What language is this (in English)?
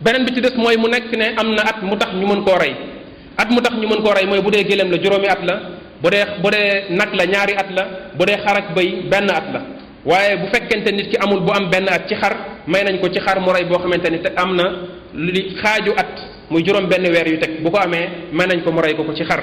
Wolof